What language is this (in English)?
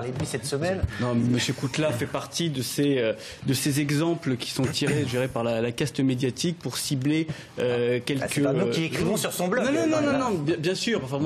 French